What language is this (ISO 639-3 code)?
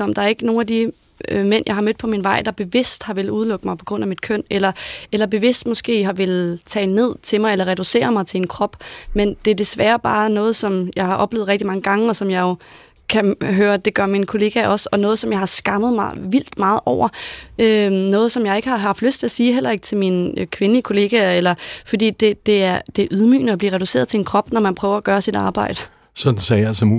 dan